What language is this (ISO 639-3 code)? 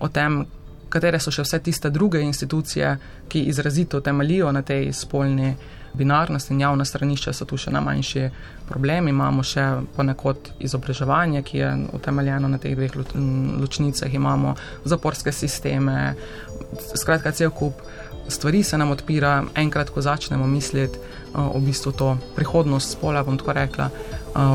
slv